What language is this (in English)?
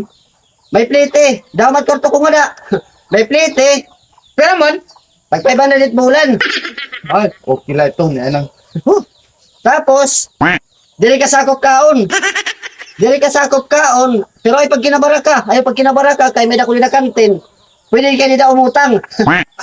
Waray